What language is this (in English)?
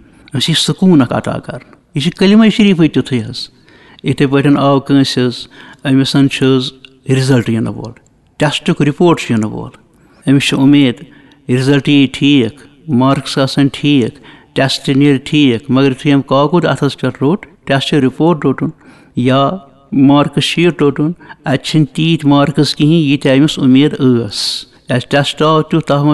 Kashmiri